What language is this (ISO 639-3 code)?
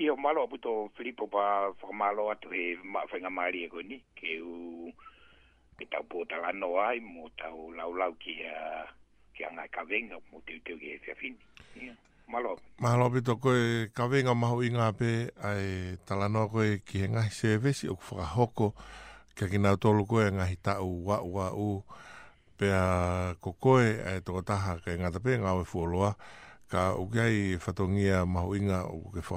ton